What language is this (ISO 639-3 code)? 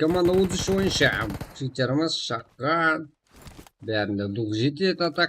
kaa